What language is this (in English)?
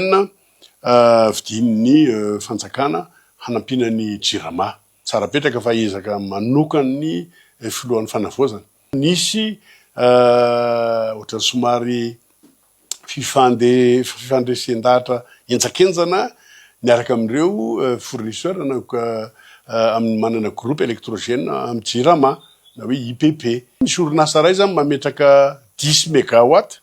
Malagasy